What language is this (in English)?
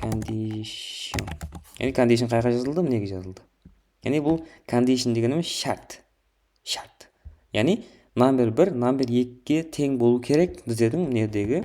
Kara-Kalpak